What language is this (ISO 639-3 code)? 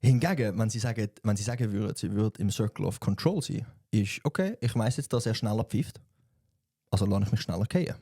gsw